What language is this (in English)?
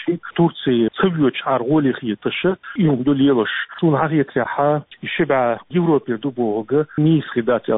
Chechen